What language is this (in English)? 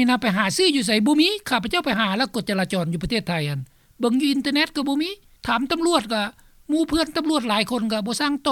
Lao